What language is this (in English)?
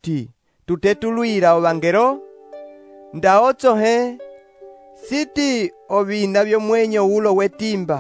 Umbundu